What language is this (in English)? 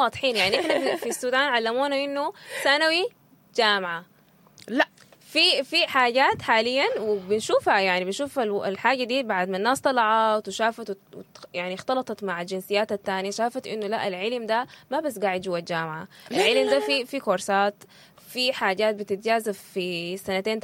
Sudanese Arabic